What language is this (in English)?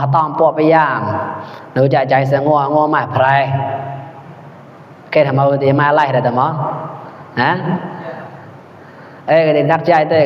Mon